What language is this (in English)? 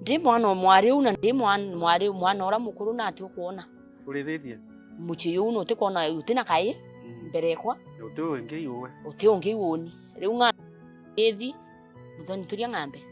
Meru